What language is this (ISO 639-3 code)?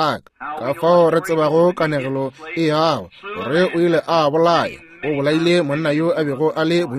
nso